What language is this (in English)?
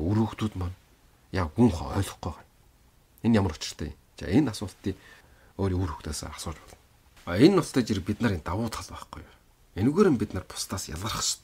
Mongolian